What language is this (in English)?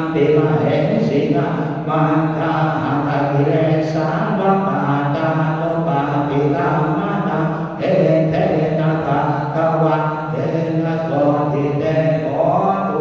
Pali